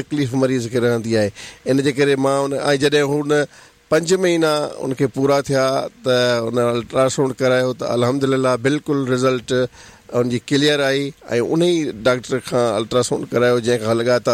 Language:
Sindhi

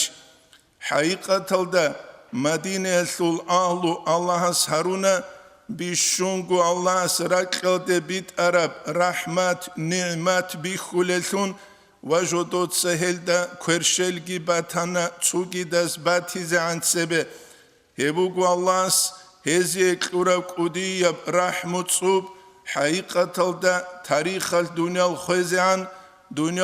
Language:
Avaric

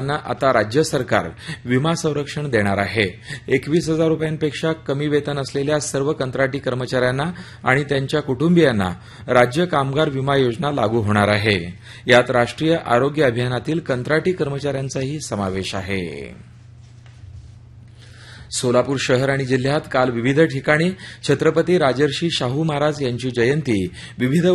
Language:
Marathi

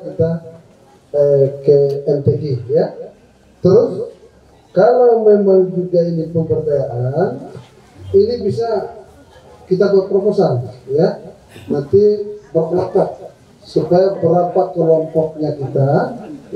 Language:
Indonesian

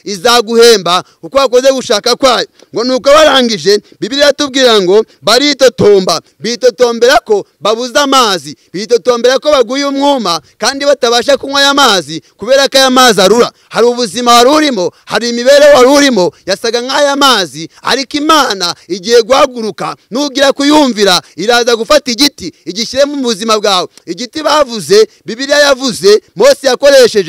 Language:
Kinyarwanda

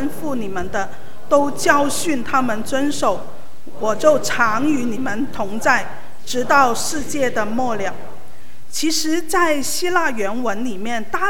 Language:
Chinese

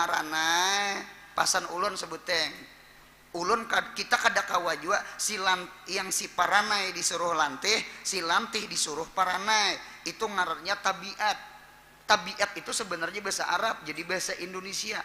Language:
Banjar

